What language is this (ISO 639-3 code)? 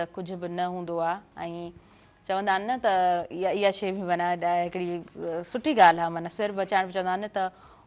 snd